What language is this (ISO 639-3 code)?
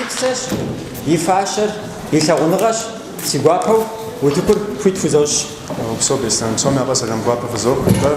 kbd